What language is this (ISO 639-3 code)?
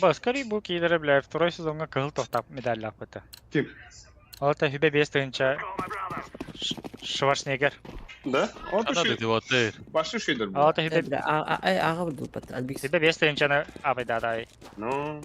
sah